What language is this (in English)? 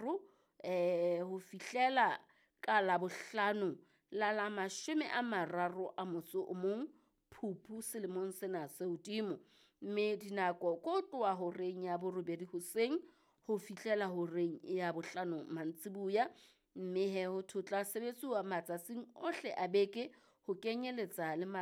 Southern Sotho